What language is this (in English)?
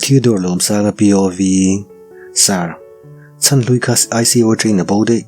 Mizo